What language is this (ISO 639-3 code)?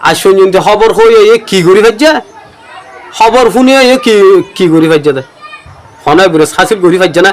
rhg